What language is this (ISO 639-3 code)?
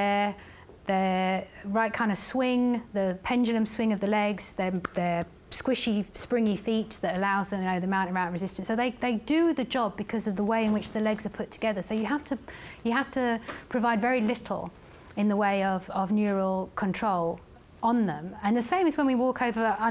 eng